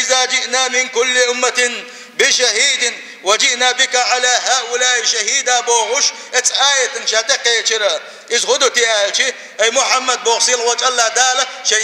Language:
Chechen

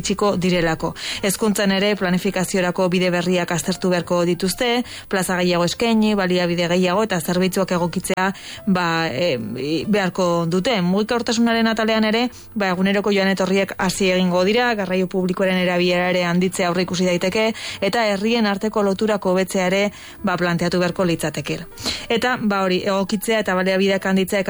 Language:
Basque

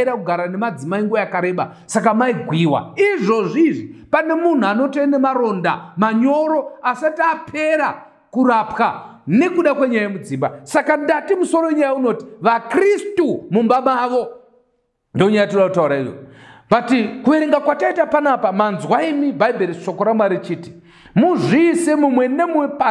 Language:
Shona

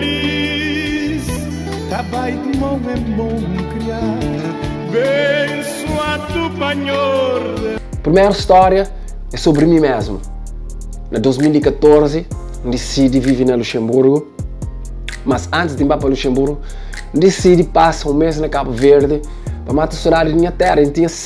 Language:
Kabuverdianu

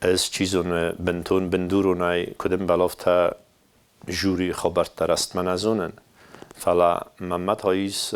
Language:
Ossetic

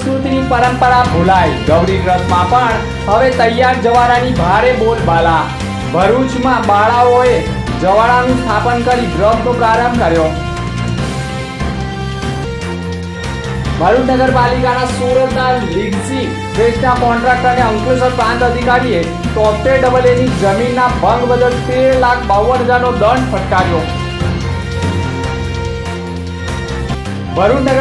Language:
Gujarati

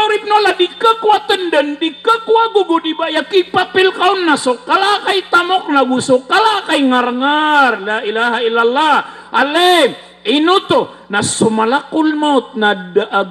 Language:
Maranao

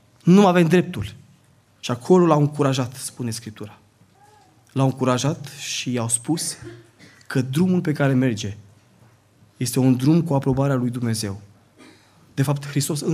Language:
Romanian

